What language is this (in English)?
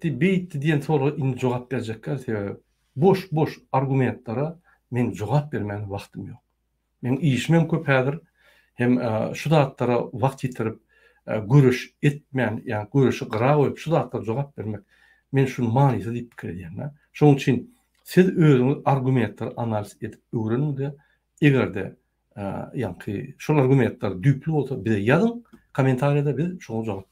Turkmen